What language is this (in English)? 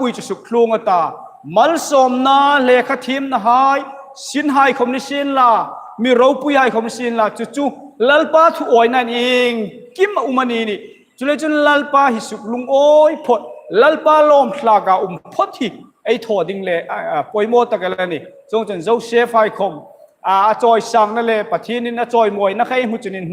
Hmar